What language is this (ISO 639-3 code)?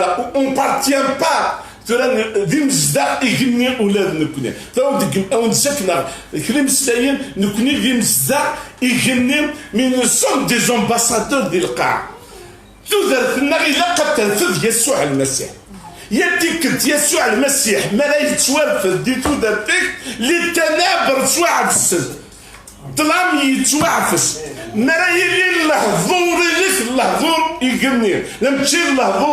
kab